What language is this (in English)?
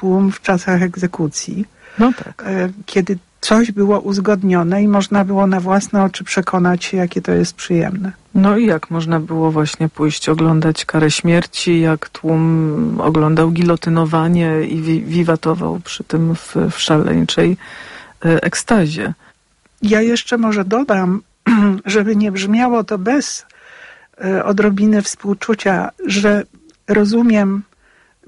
Polish